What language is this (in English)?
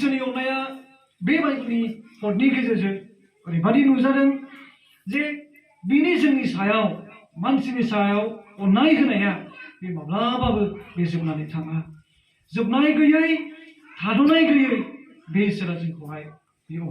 Bodo